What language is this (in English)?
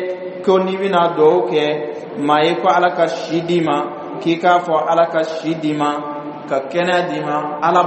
Bambara